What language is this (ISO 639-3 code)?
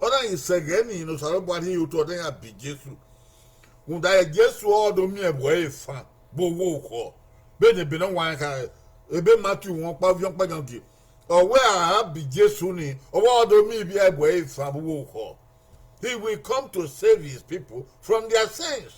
bin